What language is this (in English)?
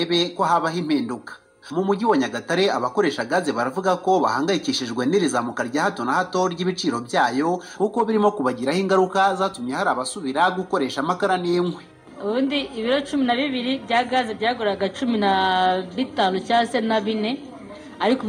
Kinyarwanda